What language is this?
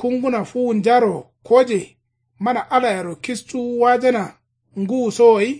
Kanuri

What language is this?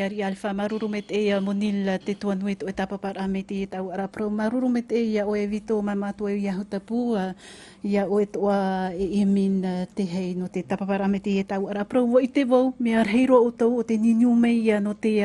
Tahitian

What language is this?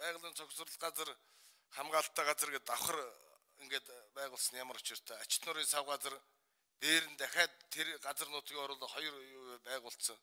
Mongolian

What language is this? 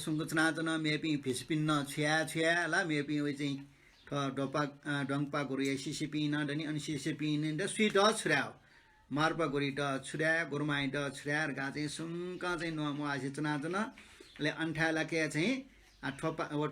Newari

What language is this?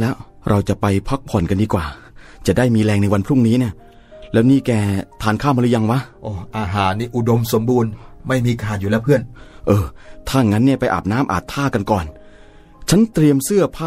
Thai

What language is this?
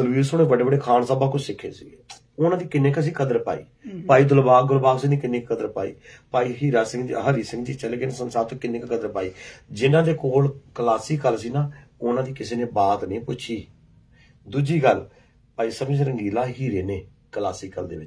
Punjabi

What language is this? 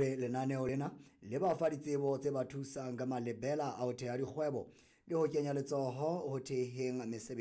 Southern Sotho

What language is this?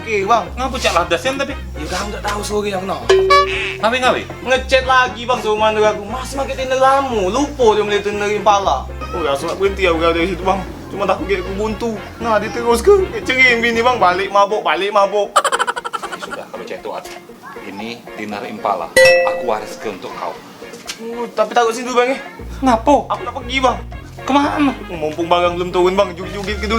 Musi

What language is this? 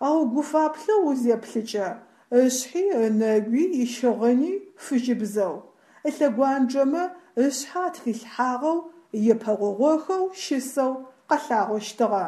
Adyghe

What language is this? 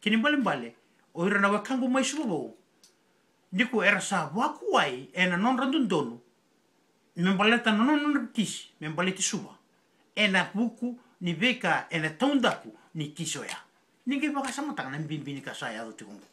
Fijian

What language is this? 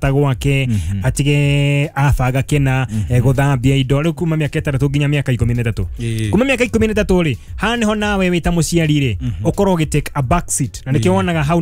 Kikuyu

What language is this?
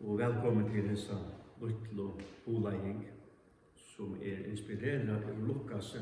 Faroese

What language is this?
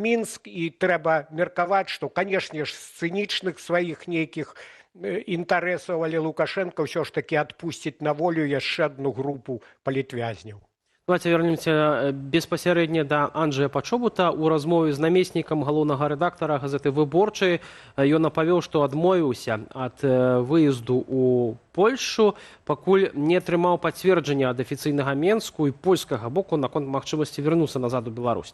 Belarusian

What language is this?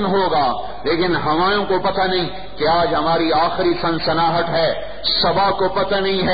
Urdu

